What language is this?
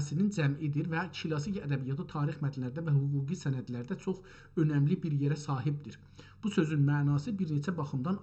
South Azerbaijani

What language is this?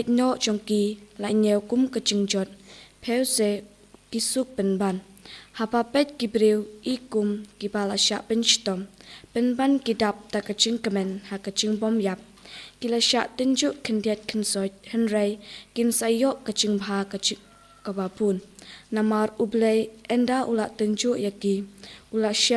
Khasi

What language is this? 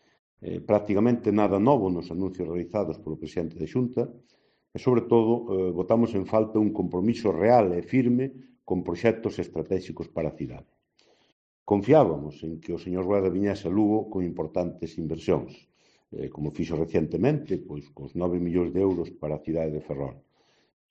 Galician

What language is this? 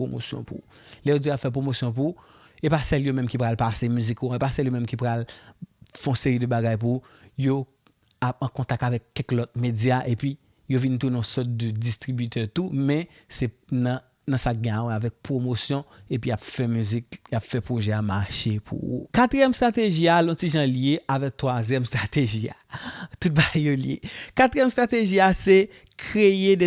Haitian Creole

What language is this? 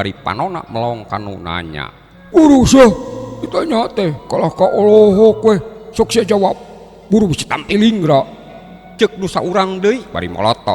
Sundanese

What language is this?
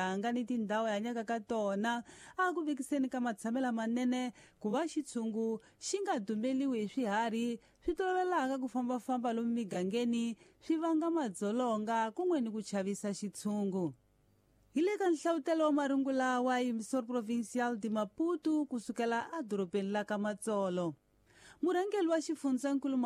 Tsonga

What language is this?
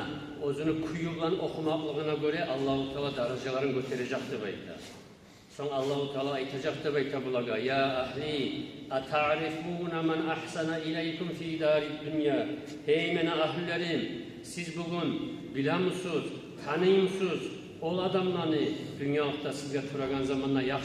Kumyk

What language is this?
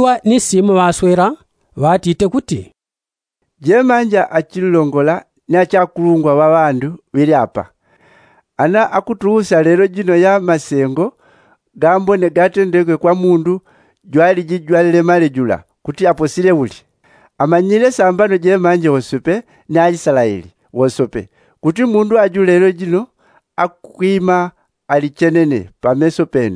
Yao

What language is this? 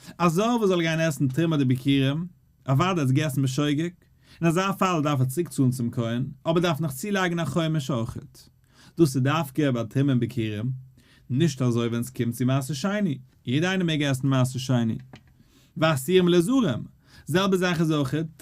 Yiddish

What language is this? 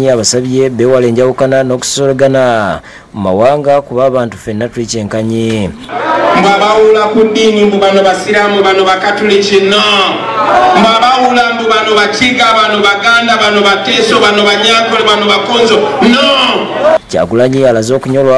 Ganda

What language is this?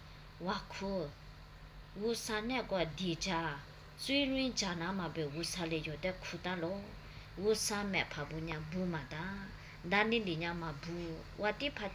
Lisu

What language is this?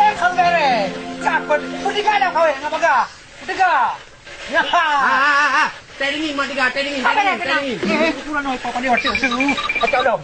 Achinese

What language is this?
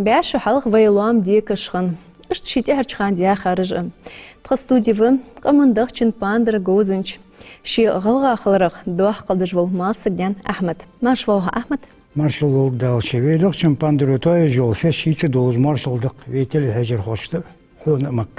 Ingush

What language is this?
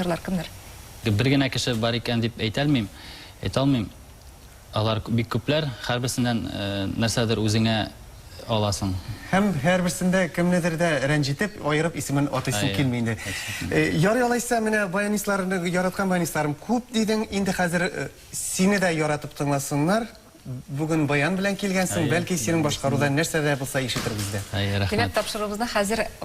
Tatar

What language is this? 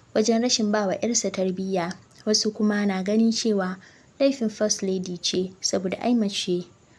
Hausa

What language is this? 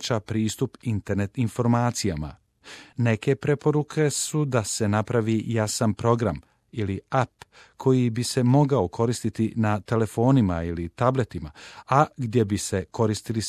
Croatian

